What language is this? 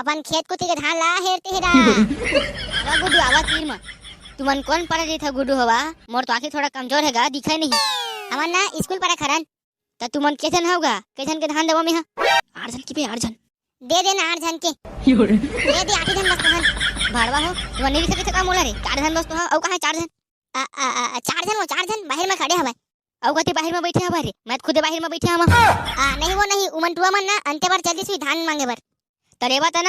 Chhattisgarhi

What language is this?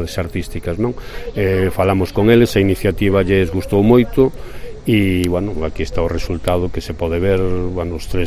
Galician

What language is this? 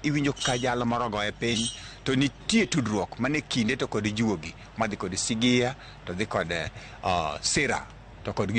Luo (Kenya and Tanzania)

